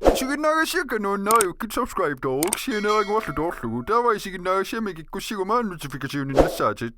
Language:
Kalaallisut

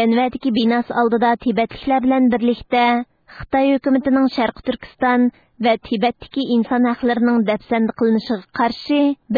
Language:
Uyghur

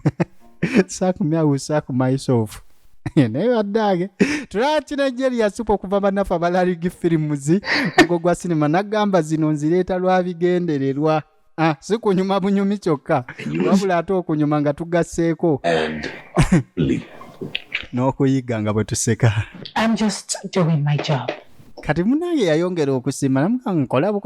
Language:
Ganda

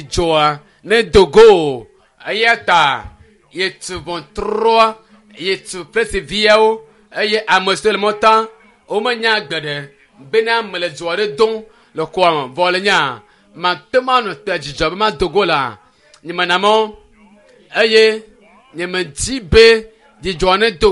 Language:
Ewe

